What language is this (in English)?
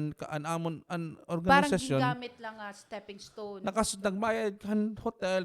Waray